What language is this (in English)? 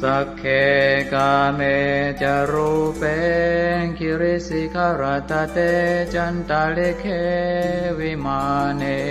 Pali